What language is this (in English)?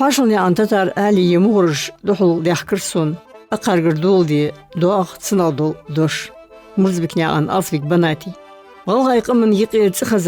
Ingush